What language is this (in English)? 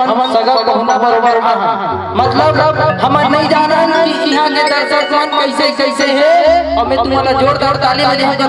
Chhattisgarhi